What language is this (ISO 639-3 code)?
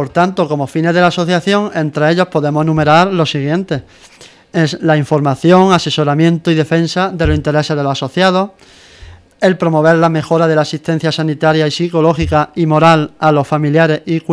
spa